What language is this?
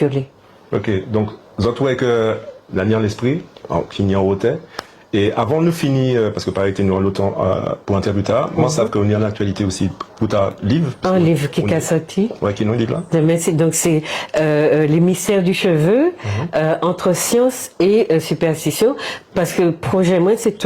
Guadeloupean Creole French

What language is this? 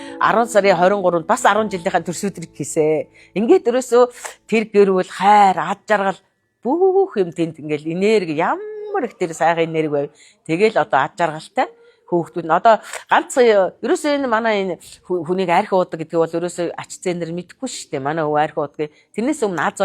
Mongolian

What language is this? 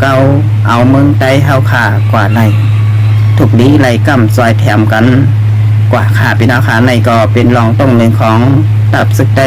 Shan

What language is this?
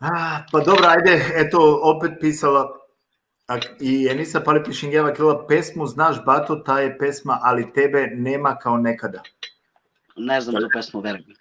Balkan Romani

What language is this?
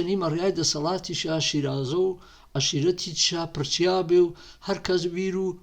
Gurani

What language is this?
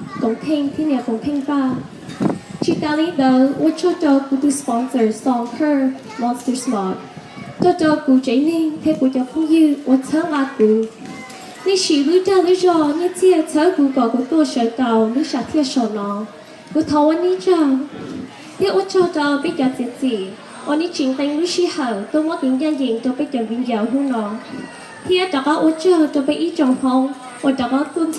Hmong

